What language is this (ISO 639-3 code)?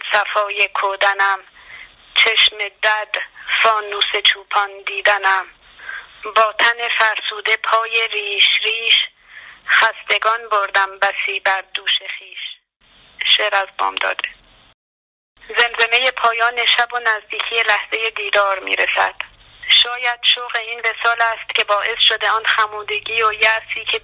fas